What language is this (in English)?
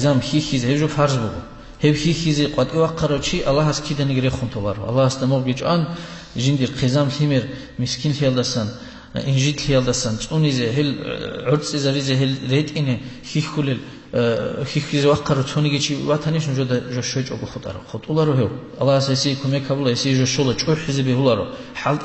Avaric